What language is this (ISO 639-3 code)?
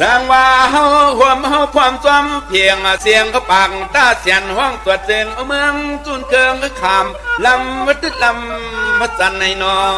shn